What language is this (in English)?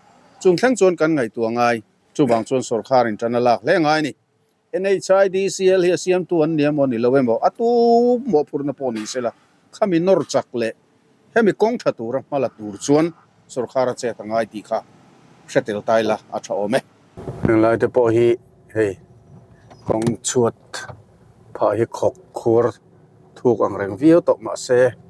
Mizo